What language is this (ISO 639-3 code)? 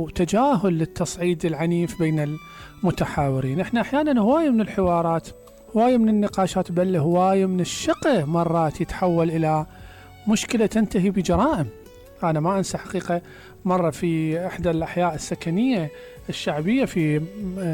acm